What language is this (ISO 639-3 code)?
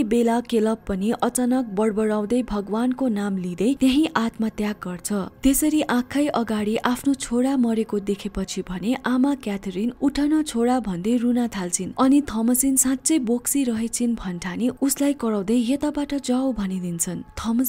nep